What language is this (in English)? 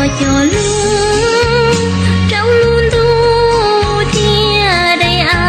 Hmong